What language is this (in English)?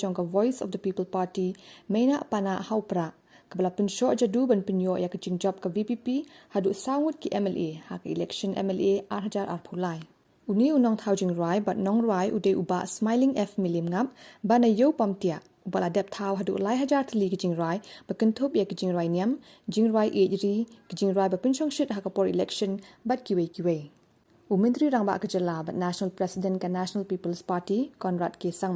Khasi